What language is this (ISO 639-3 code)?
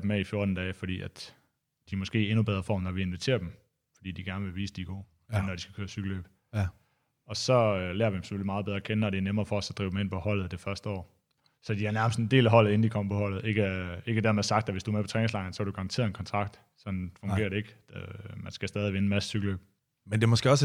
dan